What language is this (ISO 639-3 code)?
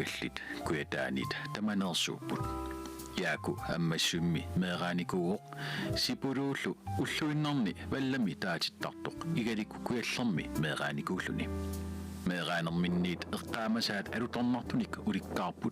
kal